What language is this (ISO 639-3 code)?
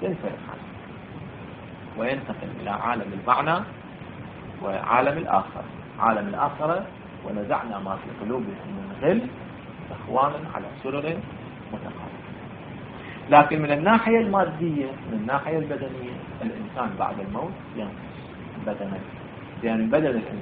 ara